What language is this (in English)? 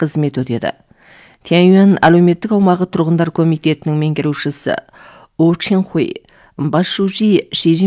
Kazakh